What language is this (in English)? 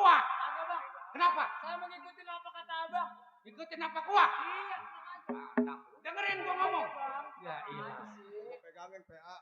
Betawi